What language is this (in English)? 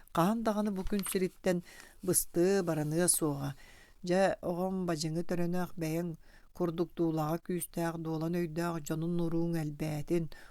Yakut